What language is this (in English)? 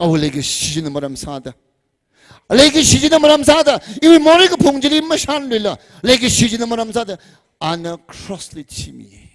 Tangkhul Naga (India)